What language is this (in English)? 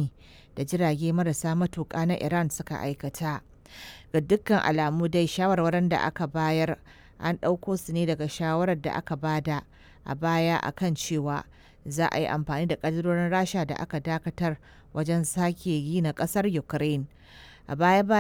Hausa